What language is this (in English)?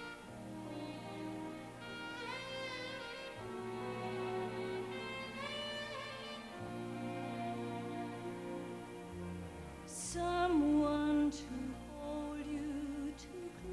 English